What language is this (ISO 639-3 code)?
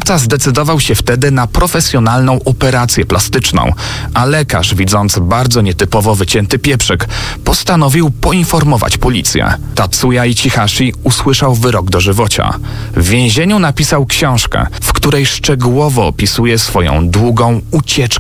pol